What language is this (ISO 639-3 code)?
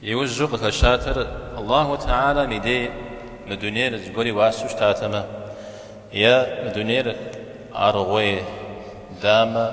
kbd